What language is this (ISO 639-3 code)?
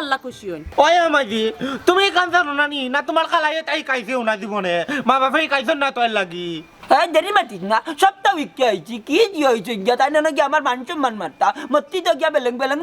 syl